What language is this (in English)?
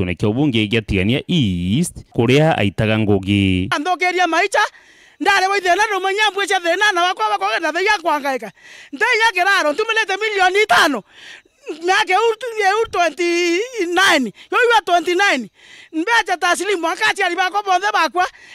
Meru